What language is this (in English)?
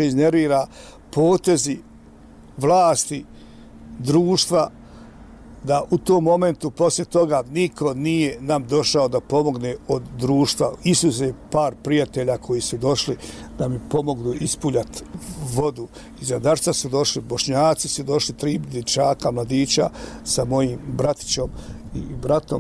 Bosnian